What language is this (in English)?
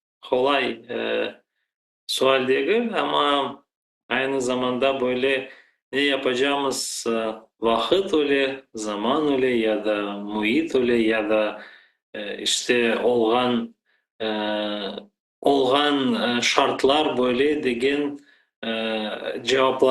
Crimean Tatar